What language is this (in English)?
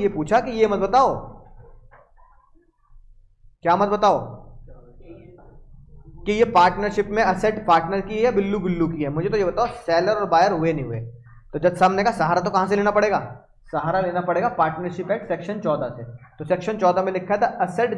Hindi